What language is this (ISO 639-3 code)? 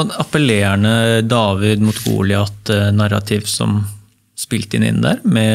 nor